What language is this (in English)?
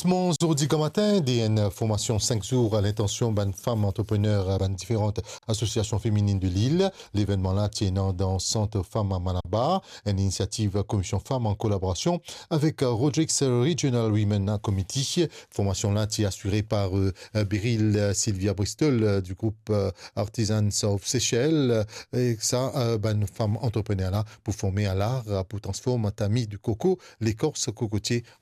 Morisyen